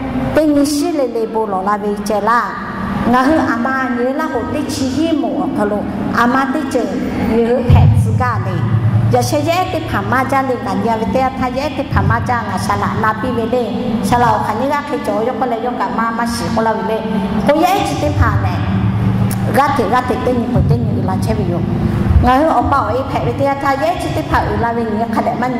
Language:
Lahu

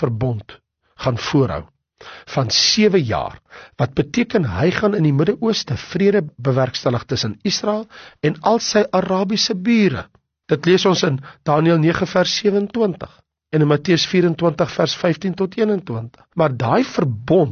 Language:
Afrikaans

